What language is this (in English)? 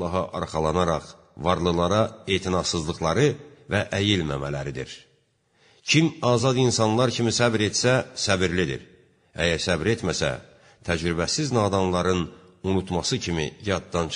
Azerbaijani